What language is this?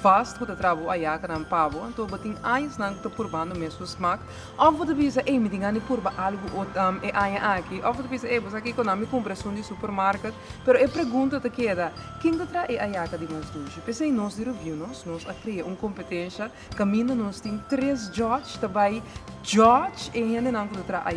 Papiamento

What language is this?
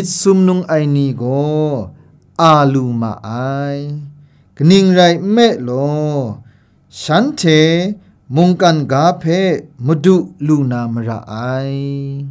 Kachin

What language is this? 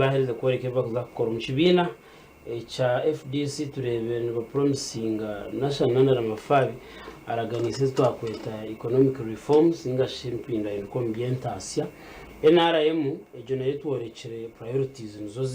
Nyankole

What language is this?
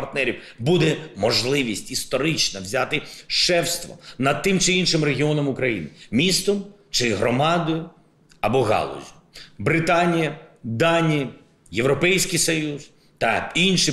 Ukrainian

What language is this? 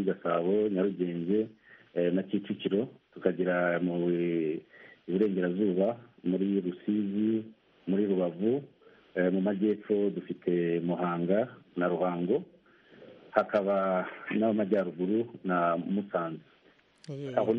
Kinyarwanda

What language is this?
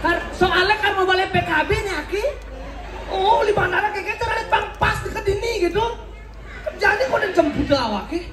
Balinese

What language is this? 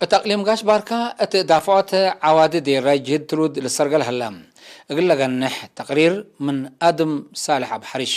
Tigre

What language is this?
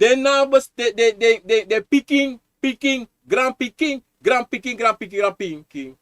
Sranan Tongo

